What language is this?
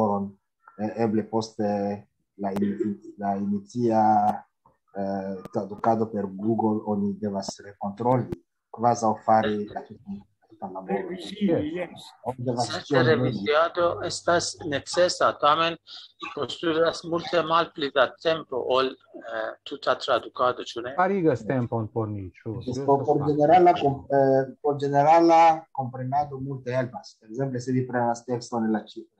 Esperanto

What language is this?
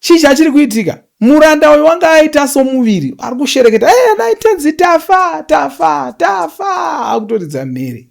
Shona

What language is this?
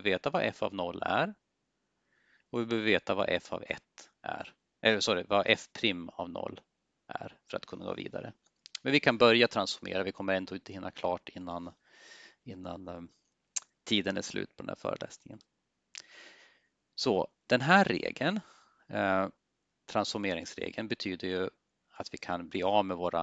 Swedish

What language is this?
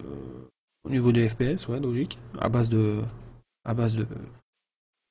French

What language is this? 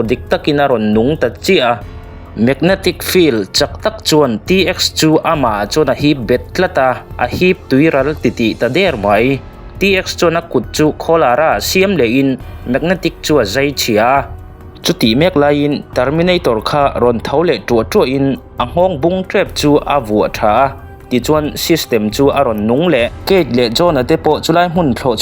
Mizo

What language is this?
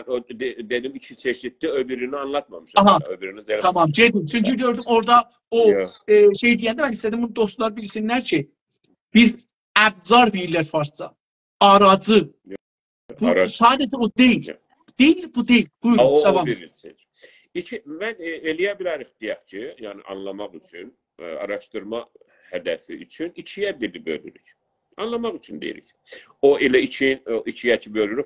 South Azerbaijani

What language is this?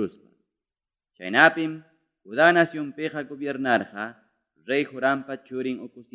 Ayacucho Quechua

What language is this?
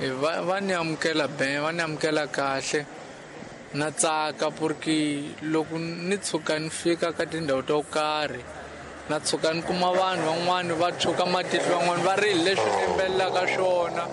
Tsonga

